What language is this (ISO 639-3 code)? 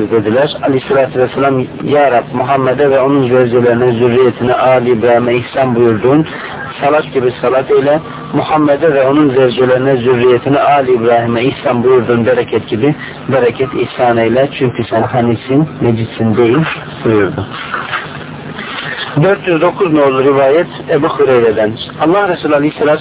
tur